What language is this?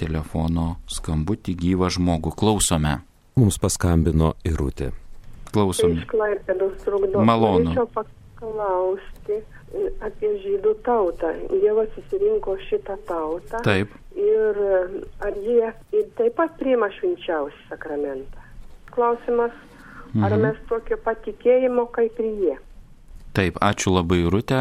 Lithuanian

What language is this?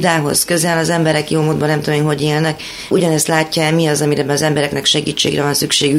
Hungarian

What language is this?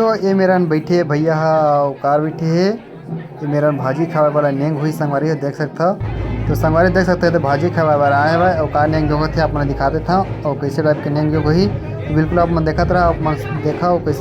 Chhattisgarhi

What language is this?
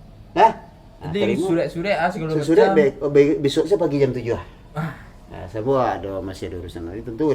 Minangkabau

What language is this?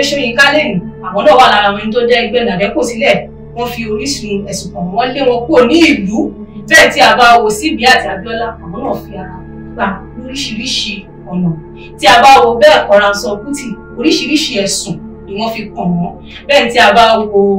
Yoruba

